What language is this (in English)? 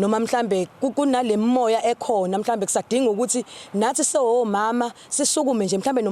Zulu